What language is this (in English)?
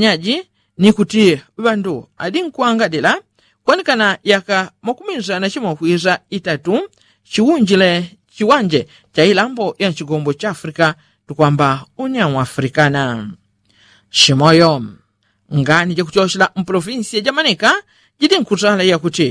Yao